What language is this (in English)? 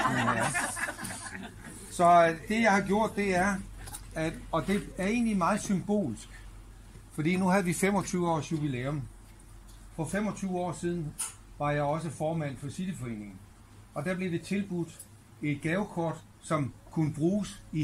Danish